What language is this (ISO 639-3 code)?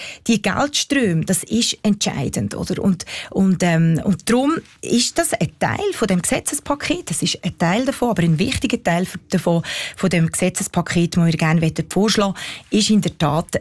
deu